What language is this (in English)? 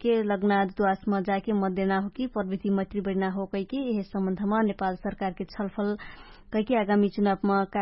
Dangaura Tharu